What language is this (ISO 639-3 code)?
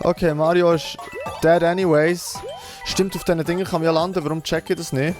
gsw